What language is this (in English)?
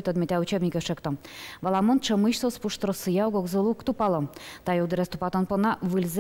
Udmurt